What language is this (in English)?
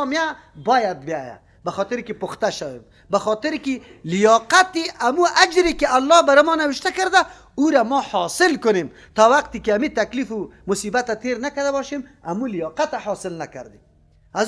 Persian